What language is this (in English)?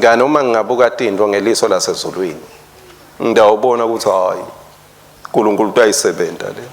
Swati